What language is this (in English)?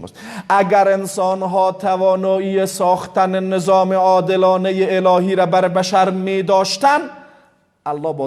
Persian